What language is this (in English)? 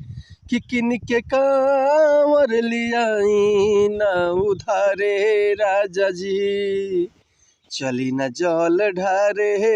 Bhojpuri